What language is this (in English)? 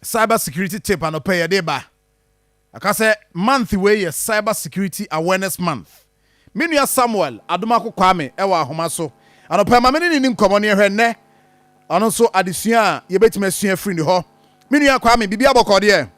Akan